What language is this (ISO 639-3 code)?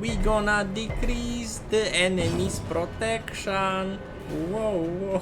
rue